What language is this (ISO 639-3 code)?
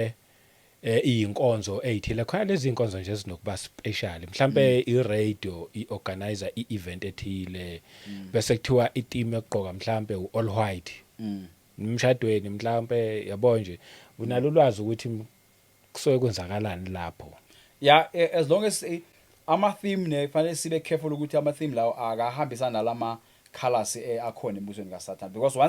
zul